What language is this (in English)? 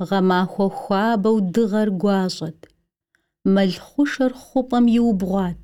Kabardian